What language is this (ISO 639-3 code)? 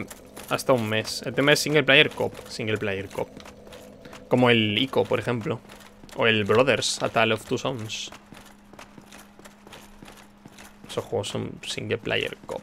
spa